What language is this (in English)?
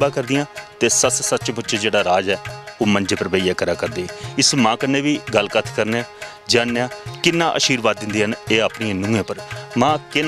Dogri